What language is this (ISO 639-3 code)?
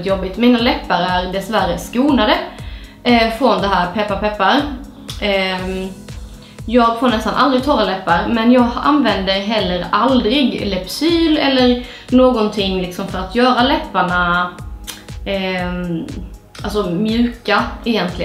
swe